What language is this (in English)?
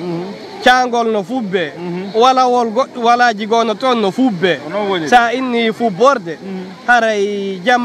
Fula